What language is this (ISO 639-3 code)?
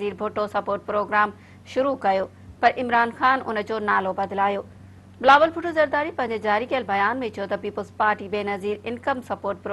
snd